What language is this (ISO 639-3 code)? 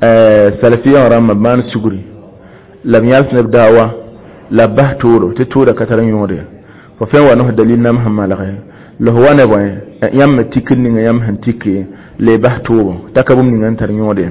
mos